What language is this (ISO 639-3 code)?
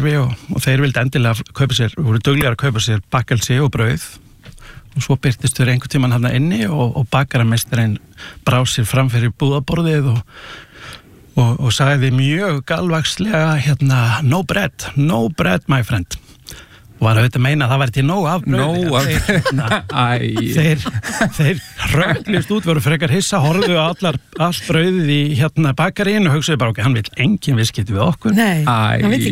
isl